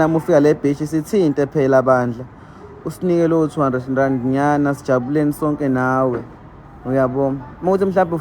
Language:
Zulu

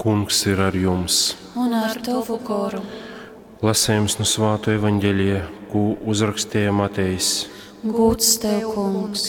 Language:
Latgalian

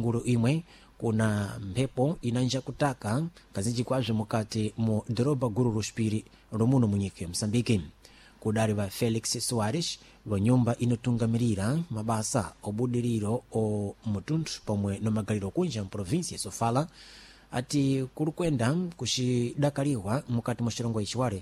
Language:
Sena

